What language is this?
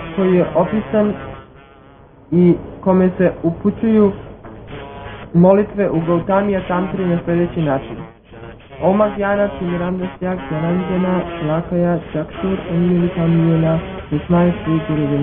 Croatian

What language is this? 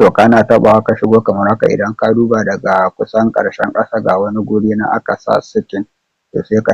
Hausa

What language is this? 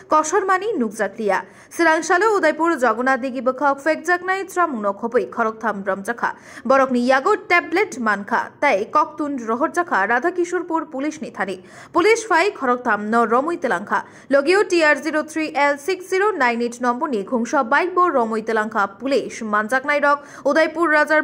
Kok Borok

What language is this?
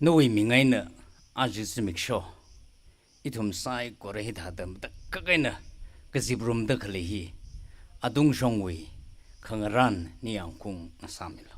Tangkhul Naga (India)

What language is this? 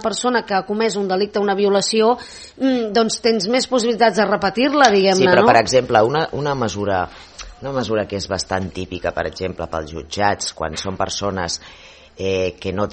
Catalan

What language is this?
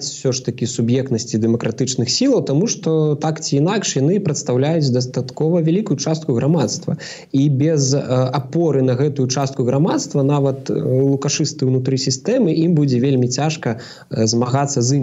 Belarusian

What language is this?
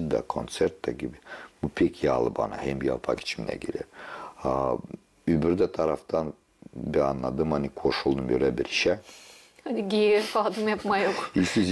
Gagauz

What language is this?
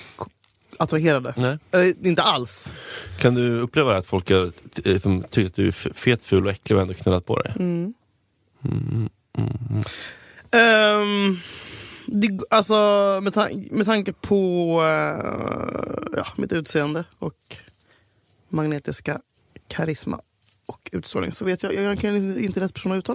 Swedish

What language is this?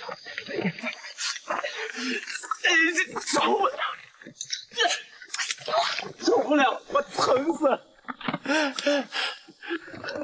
Chinese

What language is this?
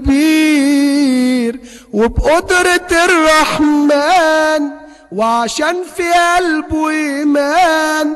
Egyptian Arabic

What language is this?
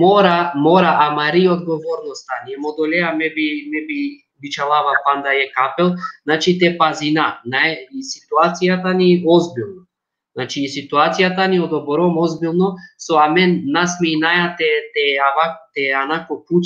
Balkan Romani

